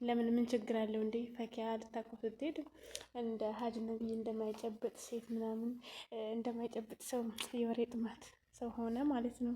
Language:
Amharic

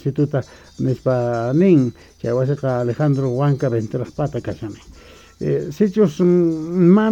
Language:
South Bolivian Quechua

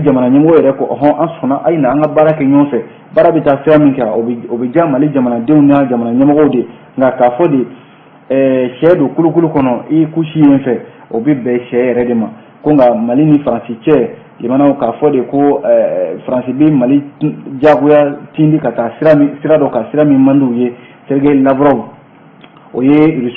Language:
Bambara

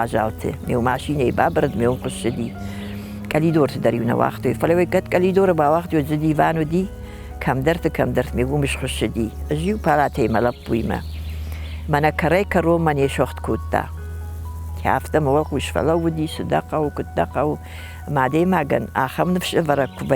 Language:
Ossetic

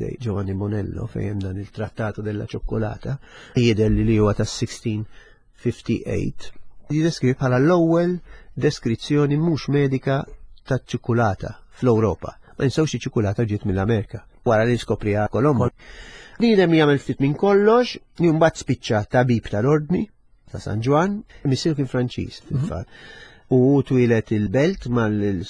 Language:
Maltese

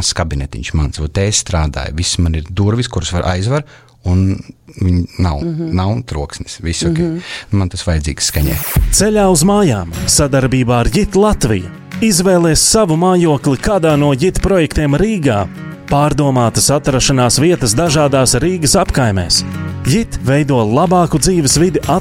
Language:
Latvian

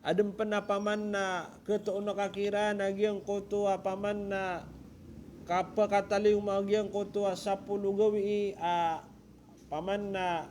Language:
Maranao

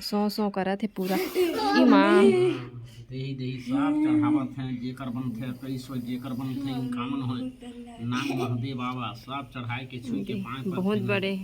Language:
Chhattisgarhi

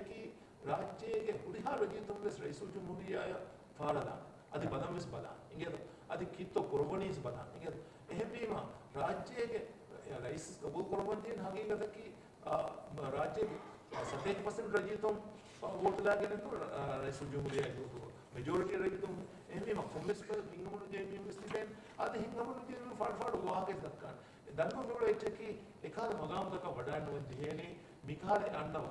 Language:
Divehi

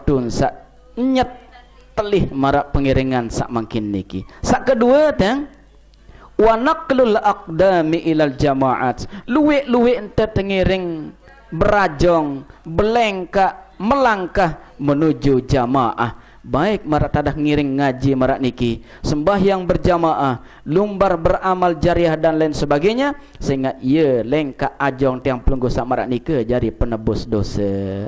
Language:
Sasak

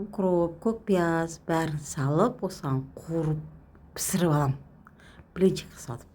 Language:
Kazakh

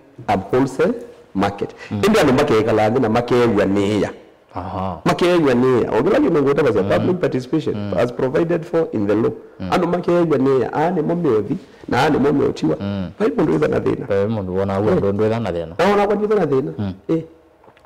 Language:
Kamba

